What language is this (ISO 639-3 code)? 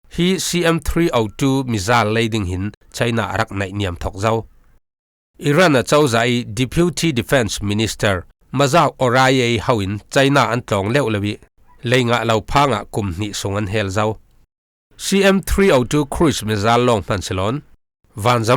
cfm